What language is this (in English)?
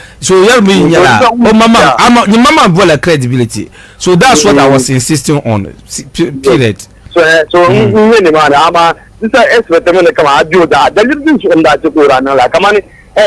Dagbani